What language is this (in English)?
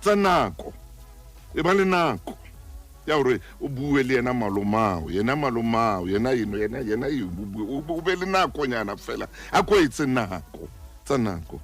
Southern Sotho